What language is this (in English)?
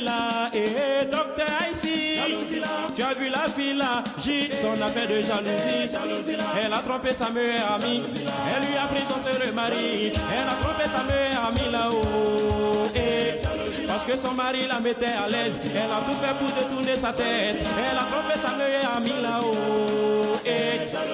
French